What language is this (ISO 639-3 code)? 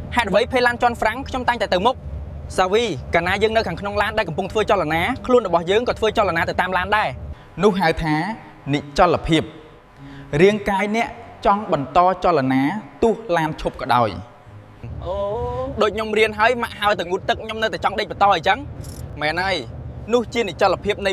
khm